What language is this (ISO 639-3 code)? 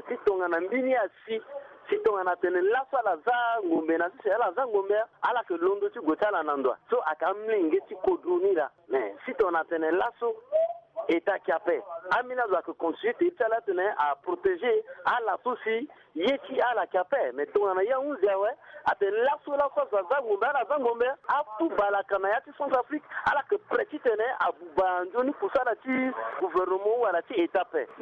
sag